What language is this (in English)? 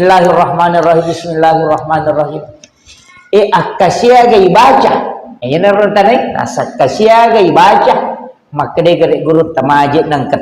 Buginese